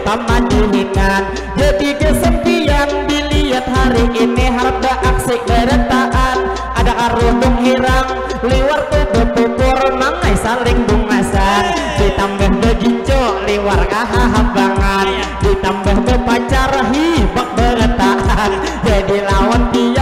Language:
Banjar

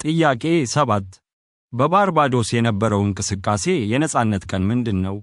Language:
Amharic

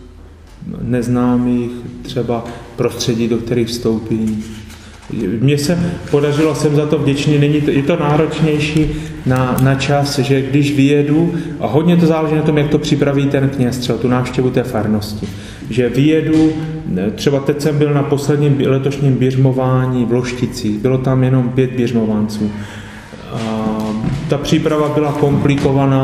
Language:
Czech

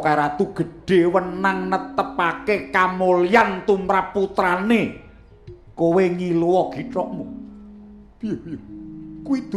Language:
Javanese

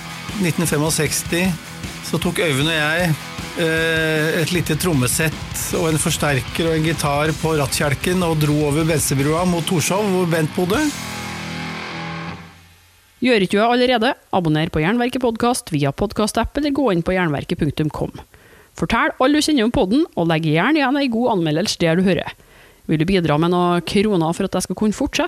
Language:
Norwegian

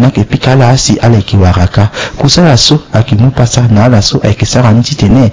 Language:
Sango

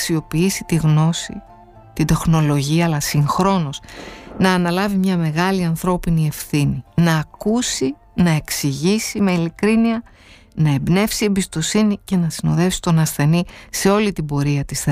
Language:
Greek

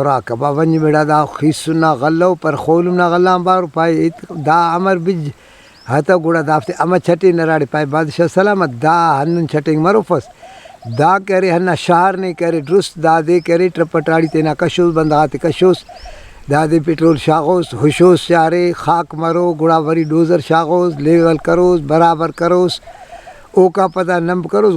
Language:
Brahui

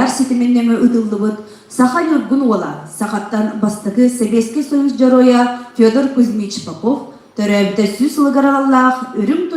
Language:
Yakut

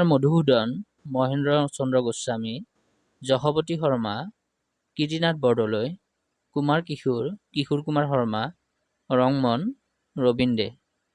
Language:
Assamese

